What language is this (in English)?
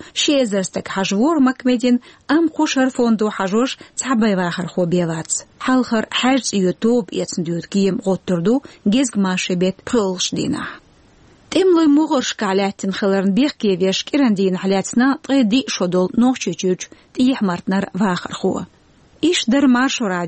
Chechen